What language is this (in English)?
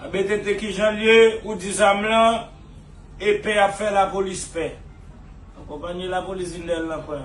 Haitian Creole